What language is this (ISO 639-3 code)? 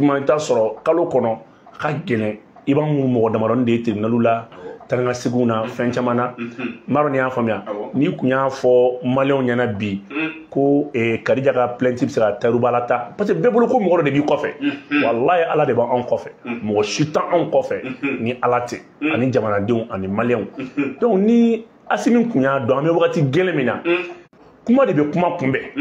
bam